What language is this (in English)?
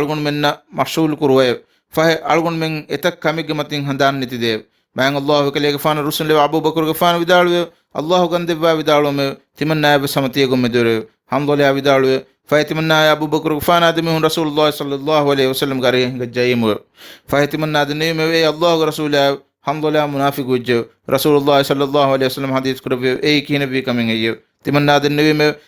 Divehi